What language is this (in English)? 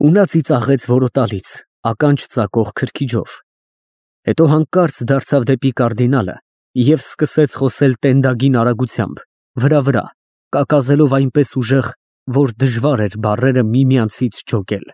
Armenian